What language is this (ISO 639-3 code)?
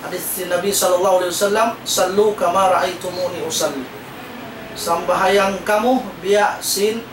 tsg